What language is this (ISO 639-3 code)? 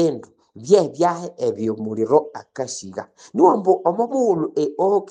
nnb